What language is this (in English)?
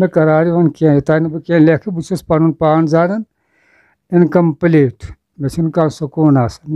Kashmiri